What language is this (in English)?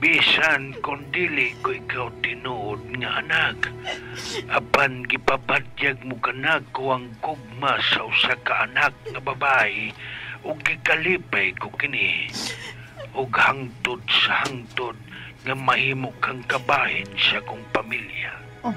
Cebuano